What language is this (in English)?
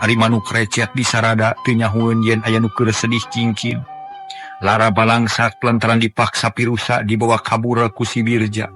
Sundanese